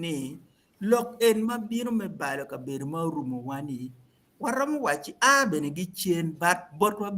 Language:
Acoli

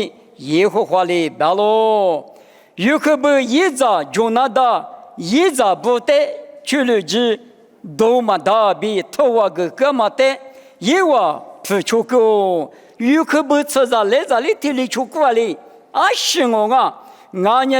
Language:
Lisu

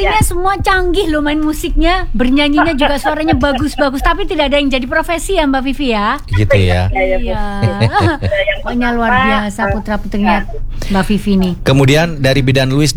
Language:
Indonesian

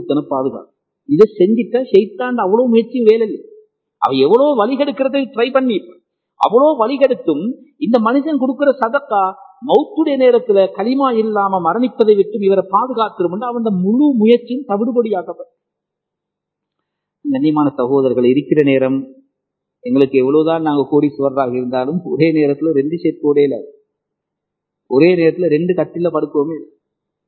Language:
Tamil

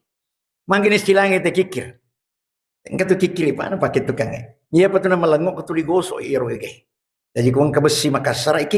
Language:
Buginese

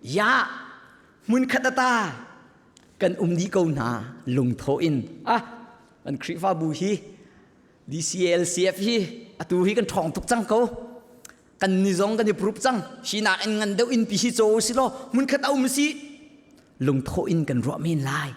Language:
Hakha Chin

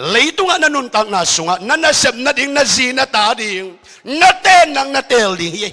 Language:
Tedim Chin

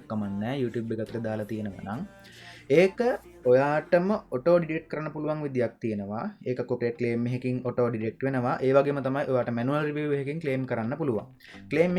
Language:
Sinhala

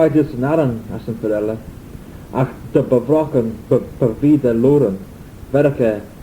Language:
Manx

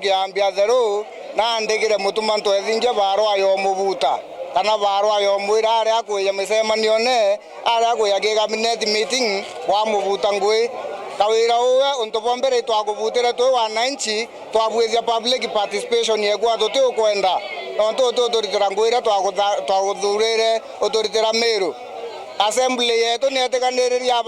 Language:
Meru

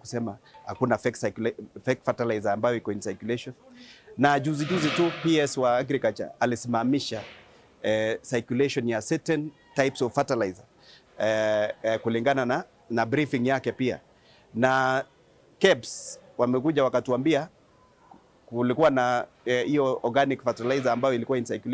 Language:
Meru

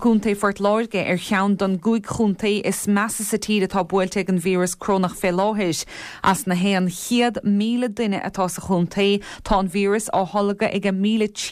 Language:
Irish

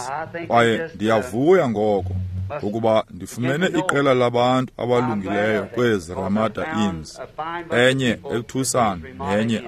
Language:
Xhosa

